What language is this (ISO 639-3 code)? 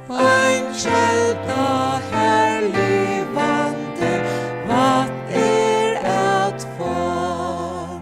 fao